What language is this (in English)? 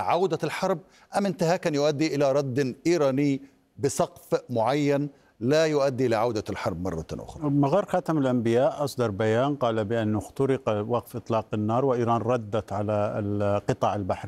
Arabic